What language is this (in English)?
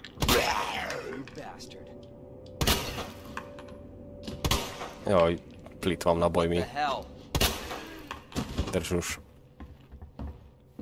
Slovak